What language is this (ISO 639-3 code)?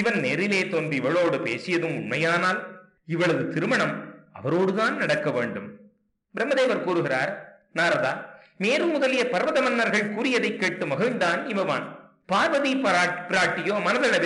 tam